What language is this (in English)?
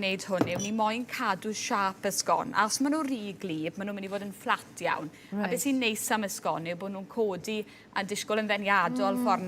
Welsh